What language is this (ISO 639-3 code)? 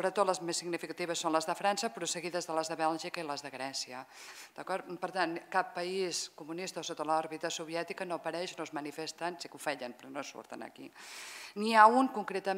cat